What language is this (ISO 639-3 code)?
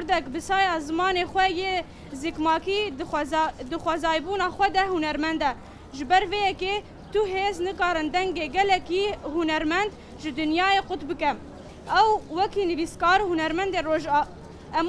kur